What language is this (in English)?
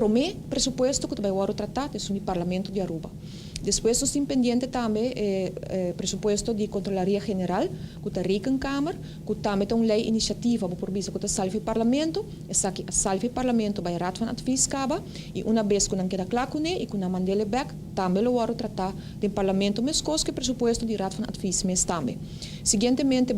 Papiamento